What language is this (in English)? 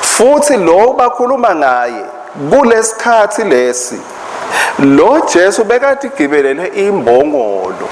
Swati